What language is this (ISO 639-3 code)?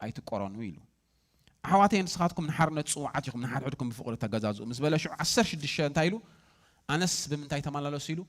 tir